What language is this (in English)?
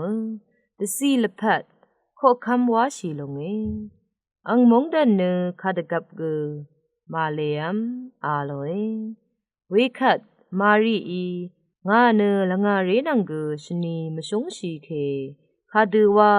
Rawang